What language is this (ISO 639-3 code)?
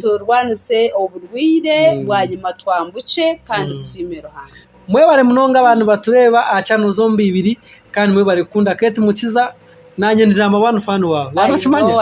nyn